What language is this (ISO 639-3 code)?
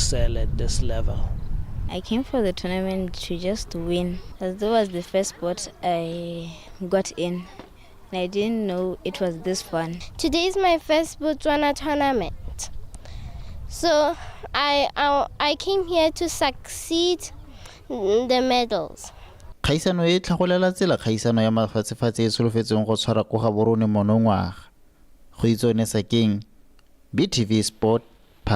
tsn